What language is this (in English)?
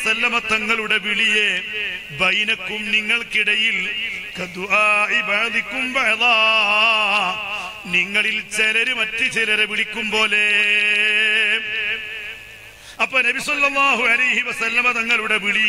Malayalam